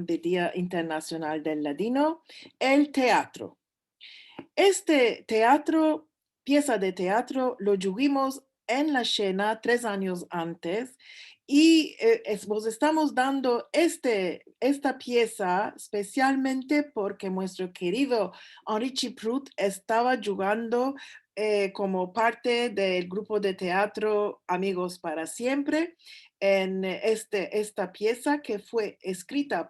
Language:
Ladino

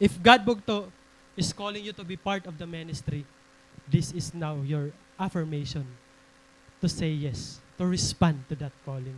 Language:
Waray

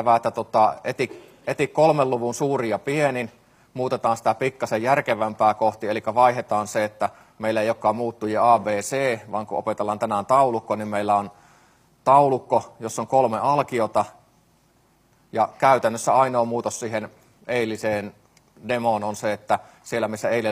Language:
Finnish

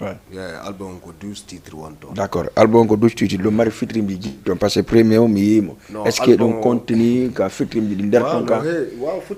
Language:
Fula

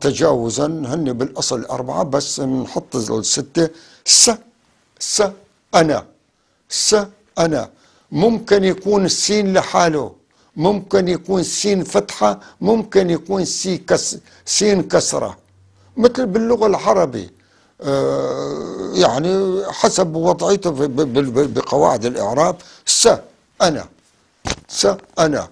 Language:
North Levantine Arabic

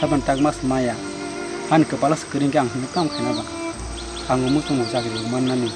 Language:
Kok Borok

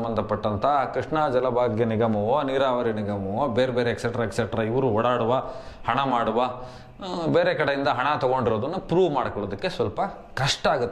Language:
Kannada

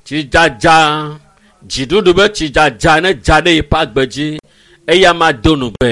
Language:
Ewe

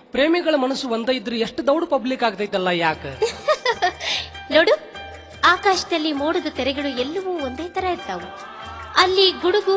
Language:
Kannada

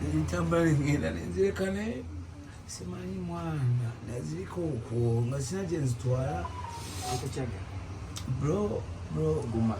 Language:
Ganda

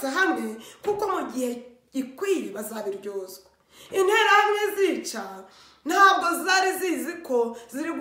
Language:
Kinyarwanda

